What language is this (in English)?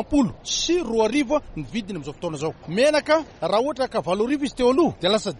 Malagasy